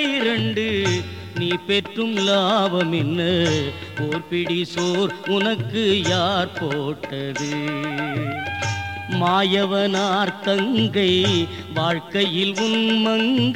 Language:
Tamil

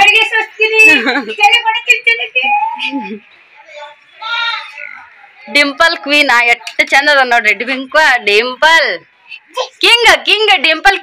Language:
Kannada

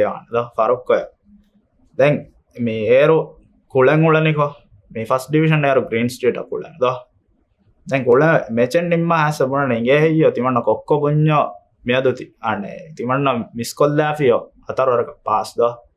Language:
Divehi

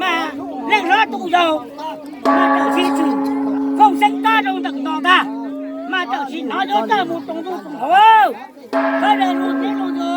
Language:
Hmong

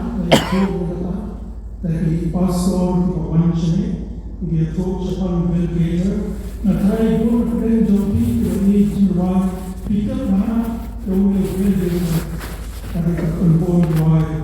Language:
Khasi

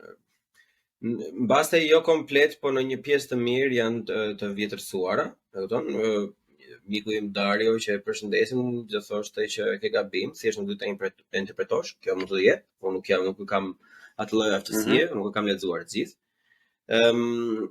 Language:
Albanian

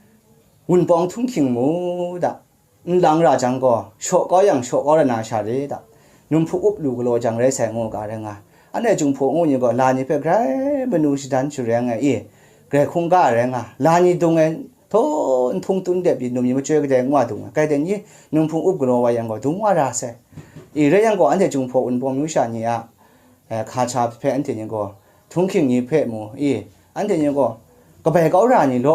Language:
Kachin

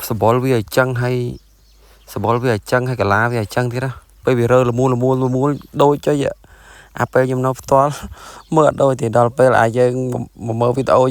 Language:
Khmer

